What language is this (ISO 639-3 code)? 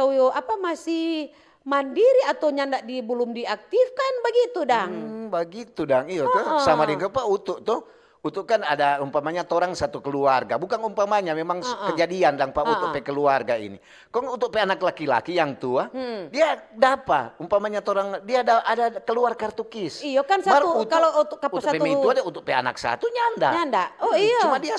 xmm